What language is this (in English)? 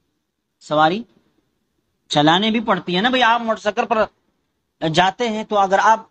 Urdu